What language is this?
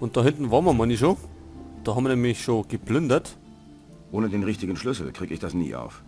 Bavarian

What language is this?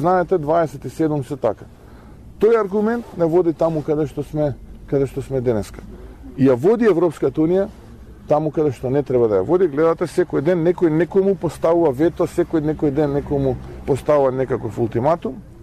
Macedonian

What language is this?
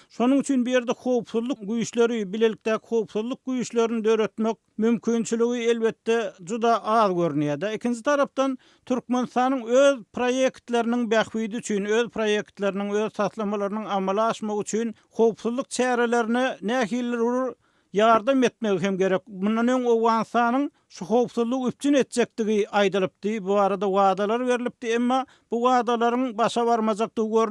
Turkmen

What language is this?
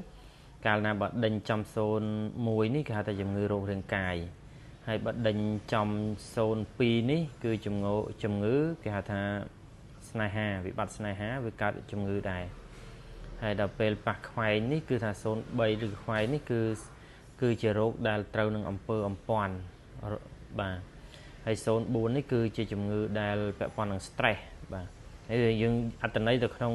Khmer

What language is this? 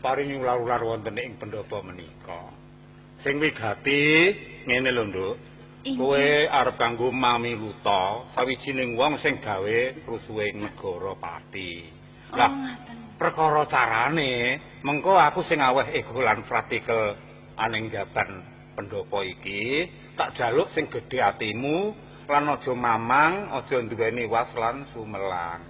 Javanese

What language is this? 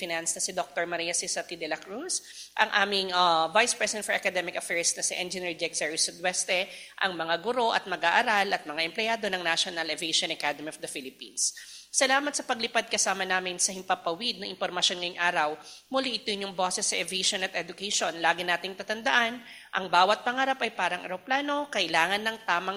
Filipino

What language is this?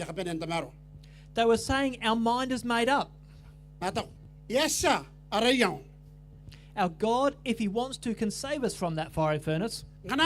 Gilbertese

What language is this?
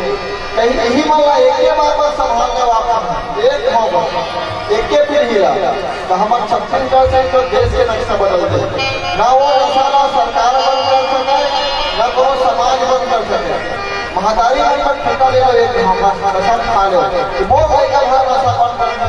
Chhattisgarhi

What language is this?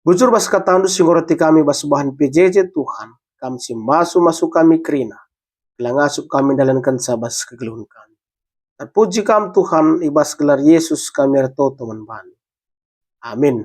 Batak Karo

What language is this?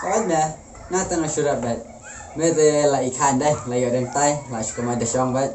Khasi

